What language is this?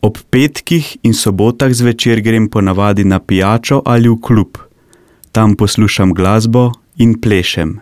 Slovenian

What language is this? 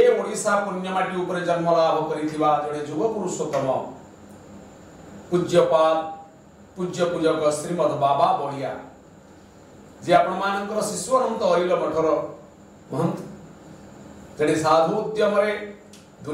Odia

